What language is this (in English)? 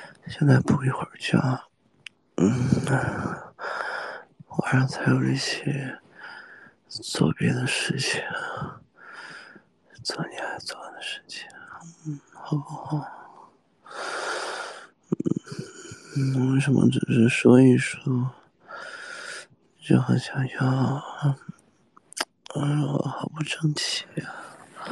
Chinese